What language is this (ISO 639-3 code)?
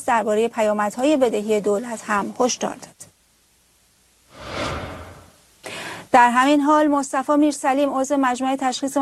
fas